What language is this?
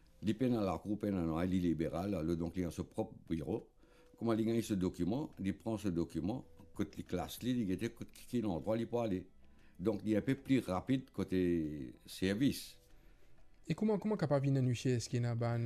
Morisyen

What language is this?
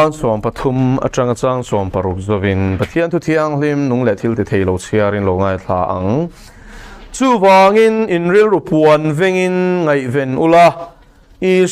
Mizo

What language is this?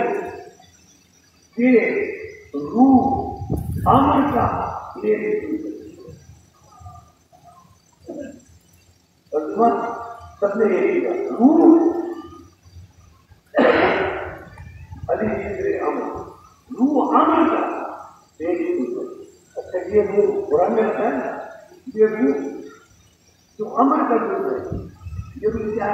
Urdu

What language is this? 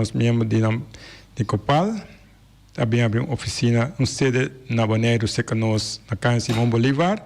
Papiamento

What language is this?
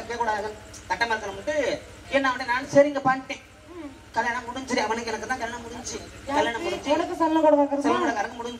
Tamil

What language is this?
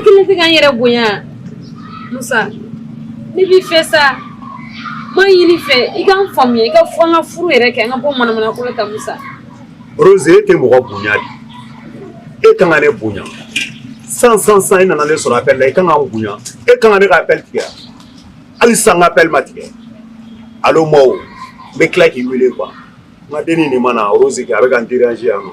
Bambara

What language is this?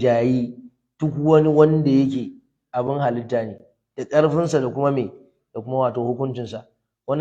Hausa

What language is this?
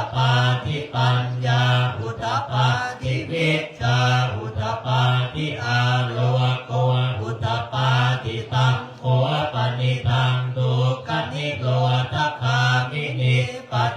Pali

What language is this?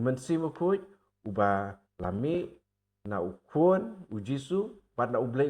Khasi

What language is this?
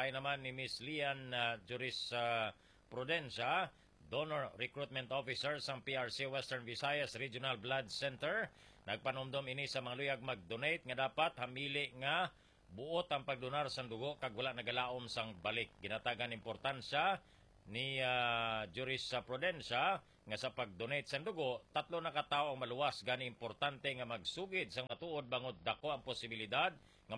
Hiligaynon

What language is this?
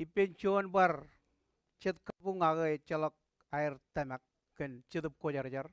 Marshallese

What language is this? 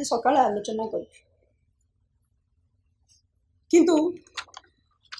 Odia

